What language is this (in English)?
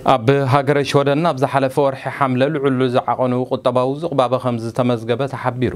Tigrinya